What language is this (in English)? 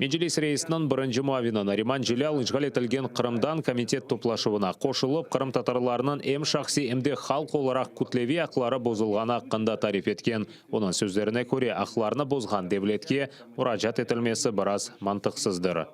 Crimean Tatar